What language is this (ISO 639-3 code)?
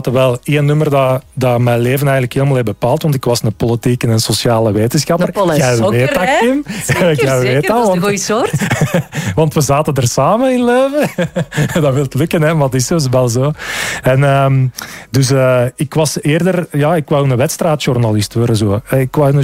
nld